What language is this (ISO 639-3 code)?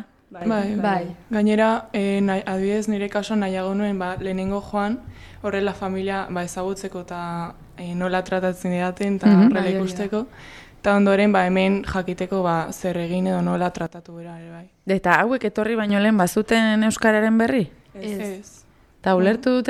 eus